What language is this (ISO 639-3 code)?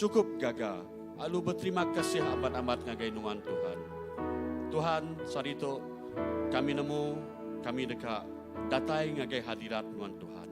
iba